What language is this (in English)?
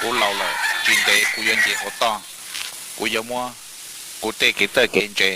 Hmong